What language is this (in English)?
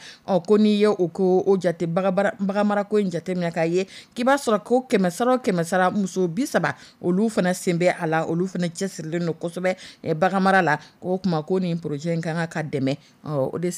Dyula